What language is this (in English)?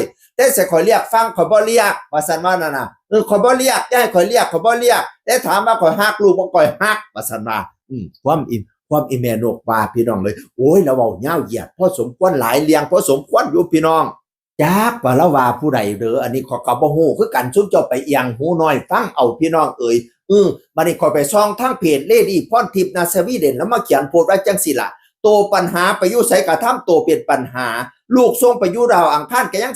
Northeastern Thai